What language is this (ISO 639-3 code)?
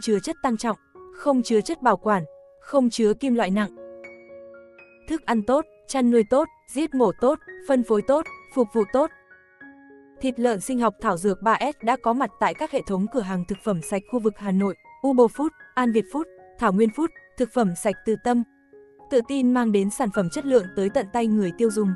vie